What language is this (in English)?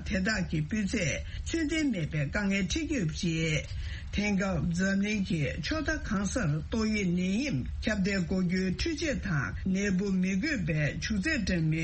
Tibetan